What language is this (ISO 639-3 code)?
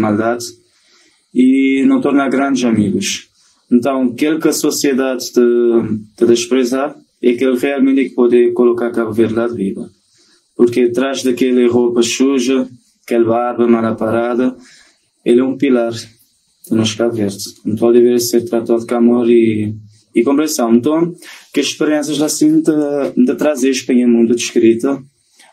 kea